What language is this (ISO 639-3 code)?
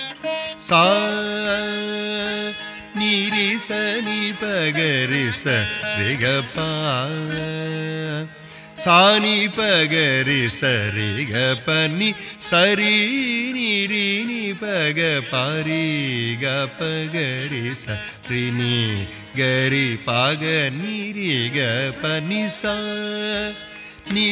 tam